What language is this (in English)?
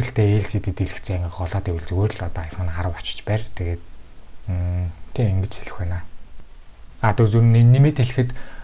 Mongolian